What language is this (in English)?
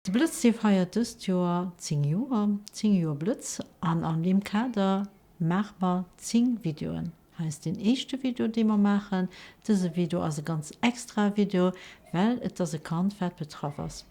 Luxembourgish